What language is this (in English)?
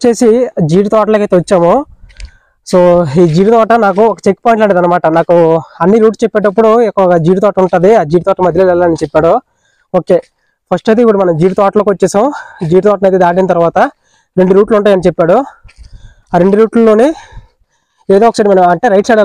Telugu